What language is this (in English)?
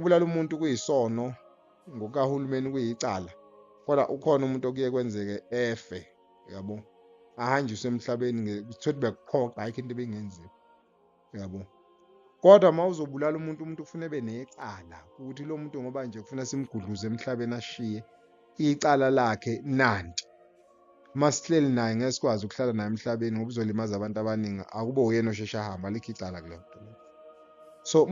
Zulu